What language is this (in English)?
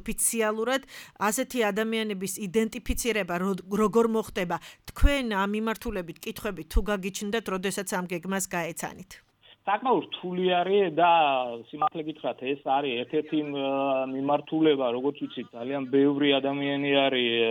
Georgian